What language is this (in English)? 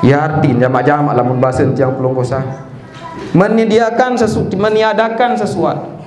Sasak